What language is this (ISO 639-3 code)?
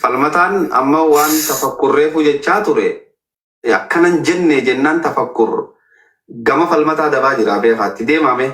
orm